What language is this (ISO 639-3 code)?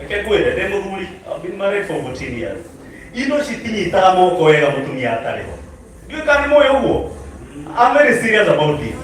kik